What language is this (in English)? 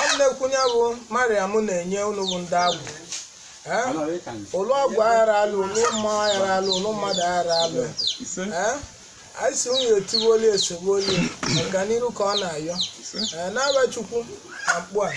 Igbo